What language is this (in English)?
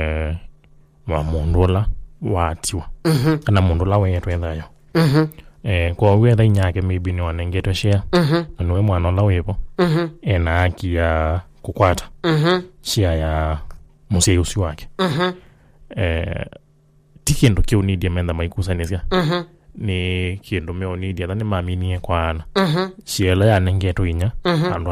Kamba